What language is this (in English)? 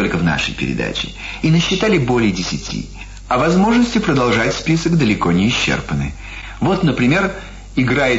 Russian